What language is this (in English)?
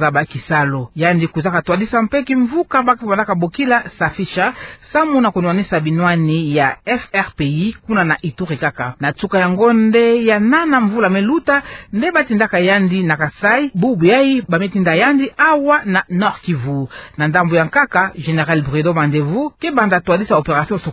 Kituba (Democratic Republic of Congo)